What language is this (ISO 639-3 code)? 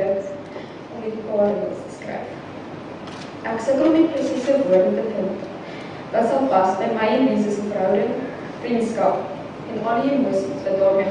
afr